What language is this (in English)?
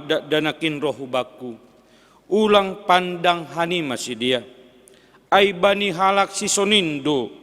Batak Simalungun